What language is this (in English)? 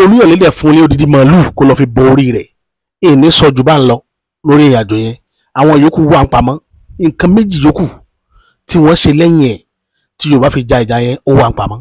Yoruba